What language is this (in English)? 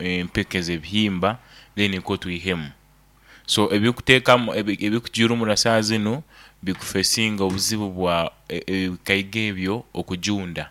Nyankole